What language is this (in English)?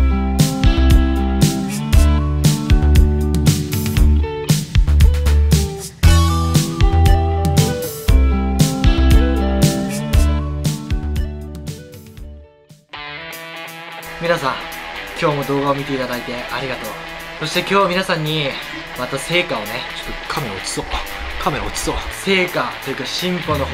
Japanese